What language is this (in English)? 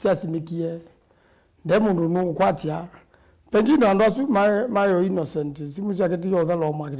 Kamba